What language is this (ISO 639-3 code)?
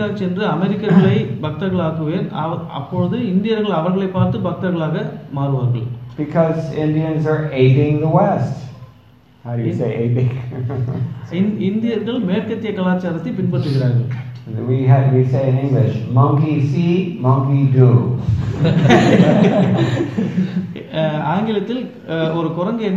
tam